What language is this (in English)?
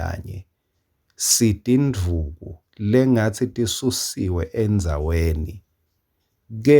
Swati